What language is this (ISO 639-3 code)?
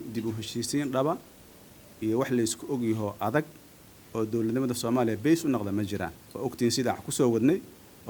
som